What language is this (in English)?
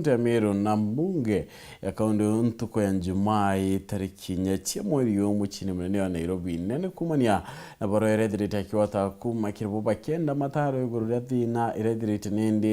Meru